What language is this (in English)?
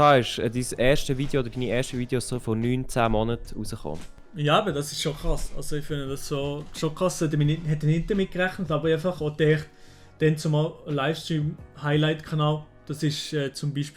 Swiss German